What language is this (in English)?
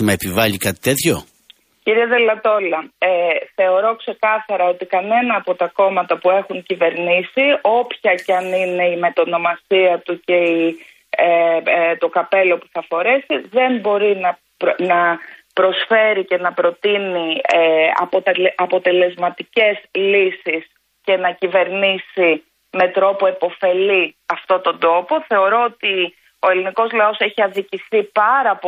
Greek